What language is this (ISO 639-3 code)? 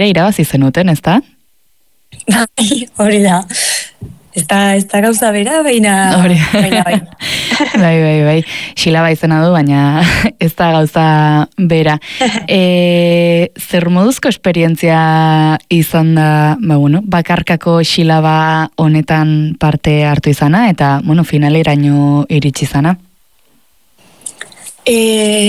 eus